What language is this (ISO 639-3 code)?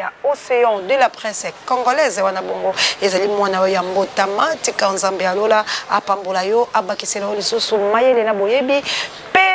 lin